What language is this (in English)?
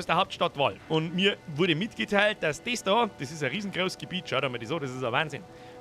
Bavarian